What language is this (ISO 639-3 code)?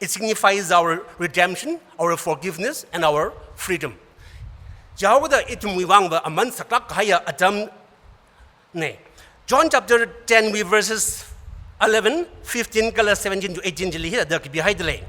nmf